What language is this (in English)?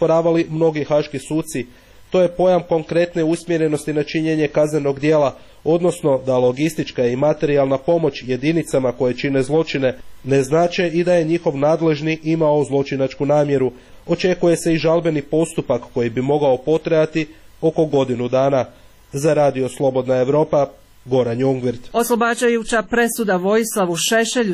Croatian